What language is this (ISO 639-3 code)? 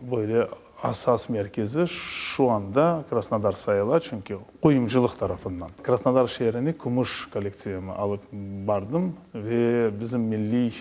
crh